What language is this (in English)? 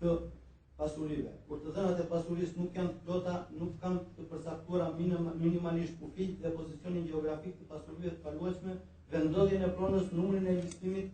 Albanian